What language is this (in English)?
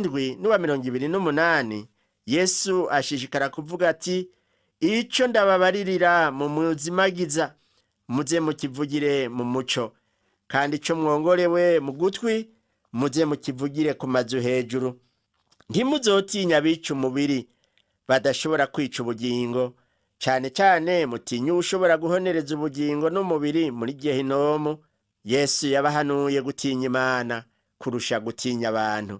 Rundi